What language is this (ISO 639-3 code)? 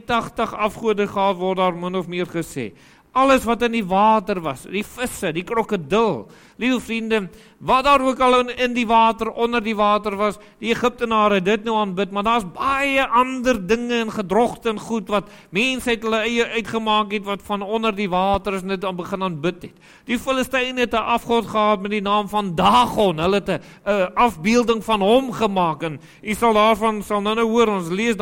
afr